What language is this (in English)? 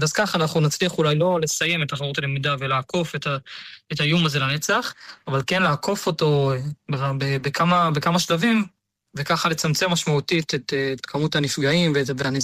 Hebrew